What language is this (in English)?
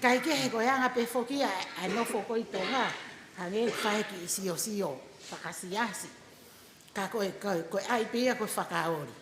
Tongan